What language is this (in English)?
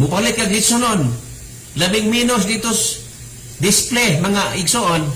Cebuano